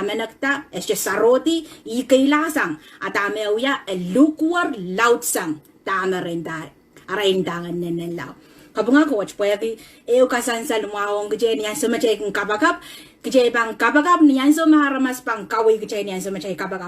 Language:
Pohnpeian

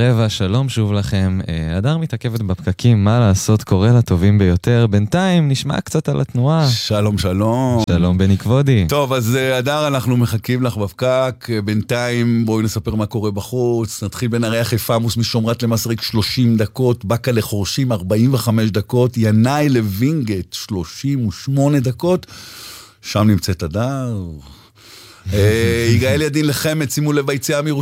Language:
Hebrew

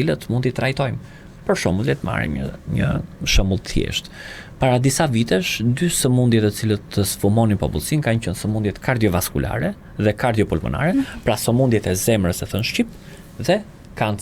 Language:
Albanian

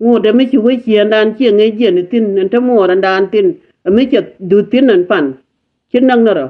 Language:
Nuer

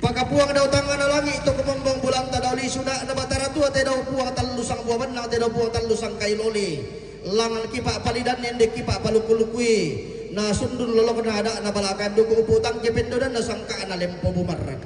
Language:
Toraja-Sa'dan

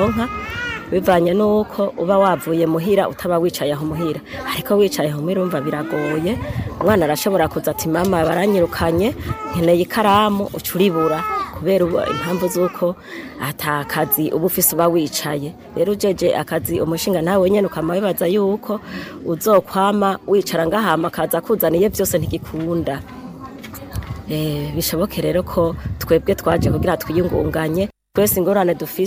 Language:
Rundi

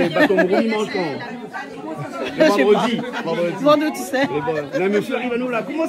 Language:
Réunion Creole French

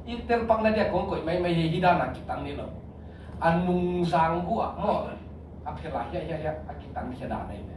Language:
Tedim Chin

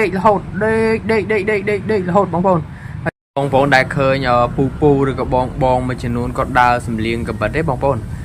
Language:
Khmer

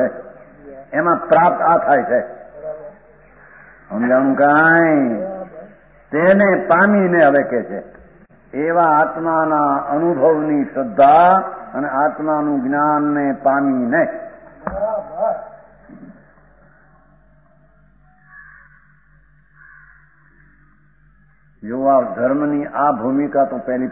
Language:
Gujarati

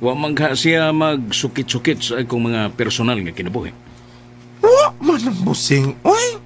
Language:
Cebuano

